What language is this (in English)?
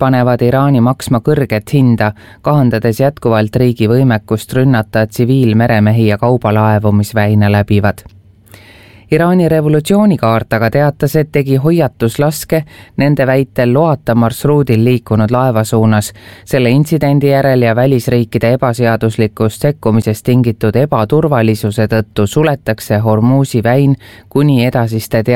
Estonian